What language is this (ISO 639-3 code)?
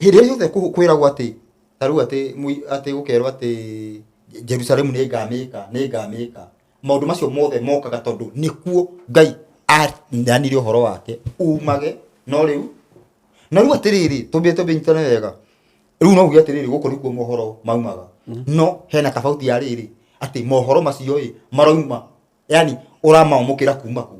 kik